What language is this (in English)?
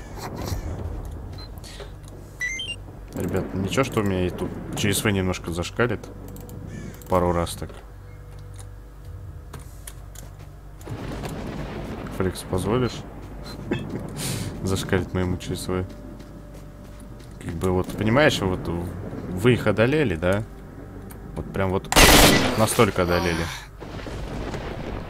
Russian